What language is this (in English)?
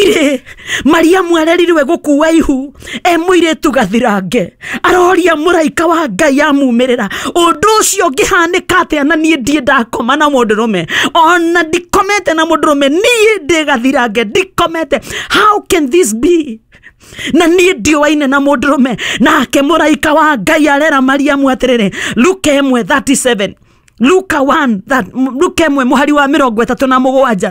Kikuyu